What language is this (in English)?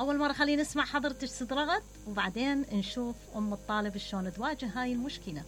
Mesopotamian Arabic